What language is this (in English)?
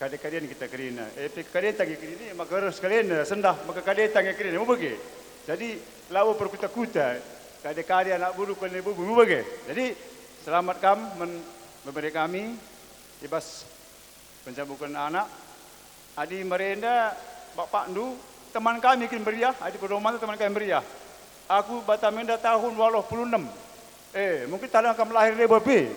Batak Karo